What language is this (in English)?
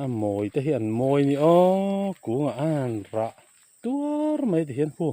Mizo